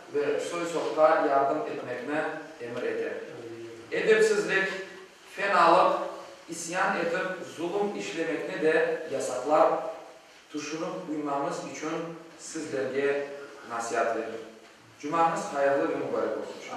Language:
Crimean Tatar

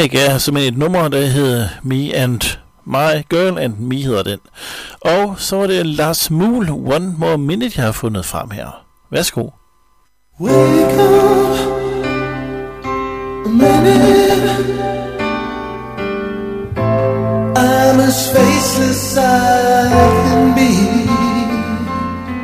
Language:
Danish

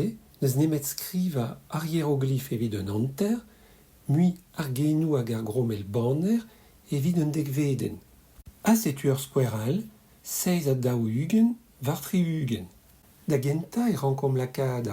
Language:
Breton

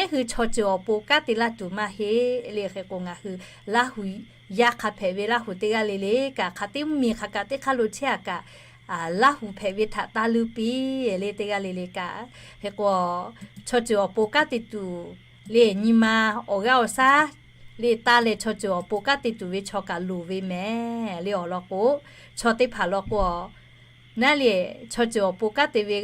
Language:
Lahu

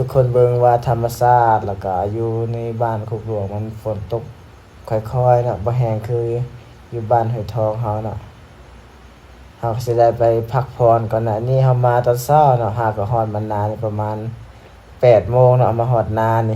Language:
Lao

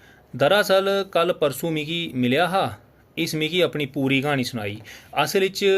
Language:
Dogri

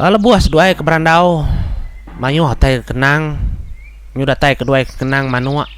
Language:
Iban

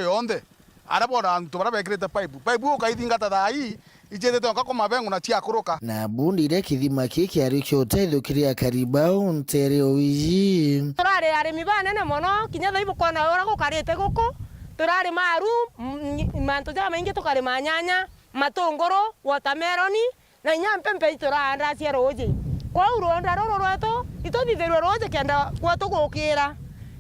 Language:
Meru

